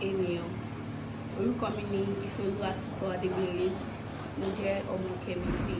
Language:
Yoruba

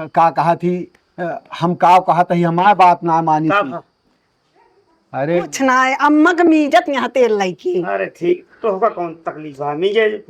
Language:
Awadhi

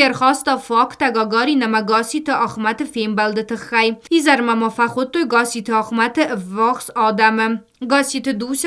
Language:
Ossetic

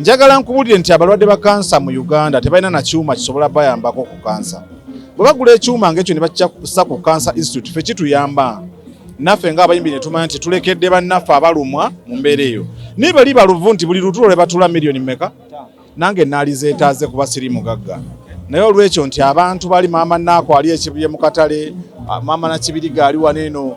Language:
Ganda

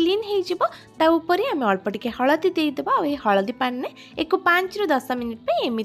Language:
Odia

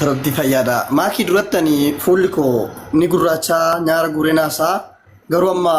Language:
Oromo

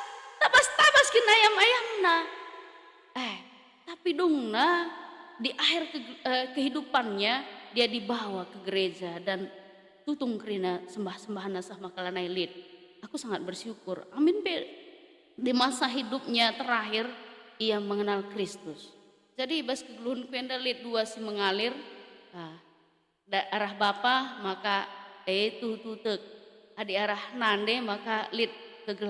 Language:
Batak Karo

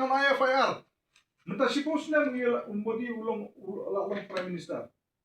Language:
Khasi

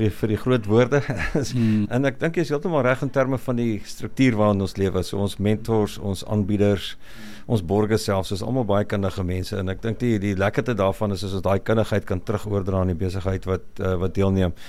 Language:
Afrikaans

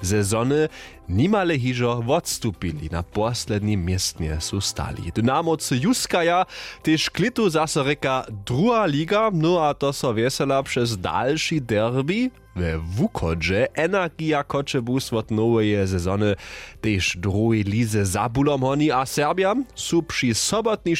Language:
Upper Sorbian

